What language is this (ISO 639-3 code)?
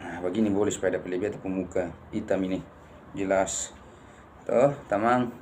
abs